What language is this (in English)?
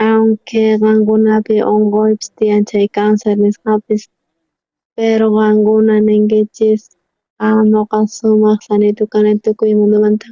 South Bolivian Quechua